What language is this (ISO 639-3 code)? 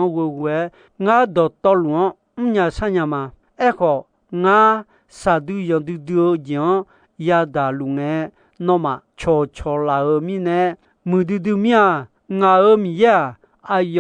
ahk